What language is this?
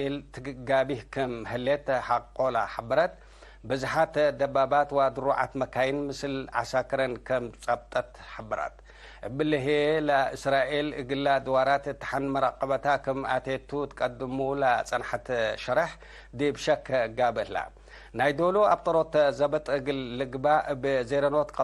Tigre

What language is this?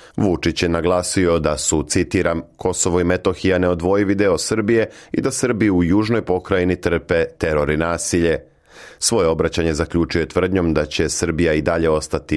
Serbian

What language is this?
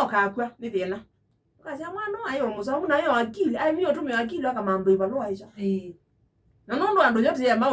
Kamba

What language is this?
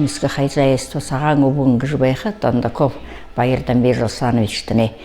Buriat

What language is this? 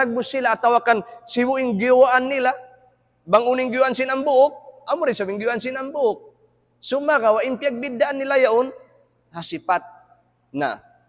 Tausug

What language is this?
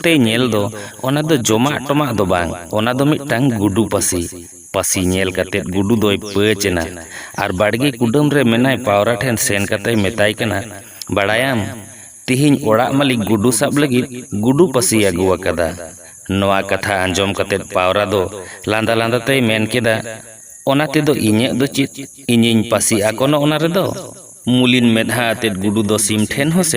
Santali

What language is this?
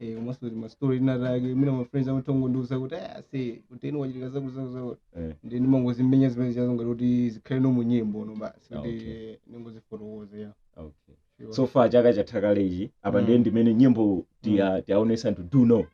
Nyanja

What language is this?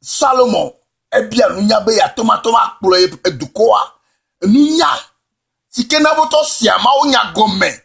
Ewe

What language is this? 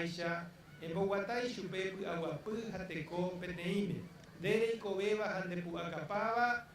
Guarani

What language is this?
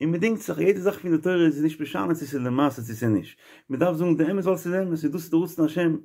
Yiddish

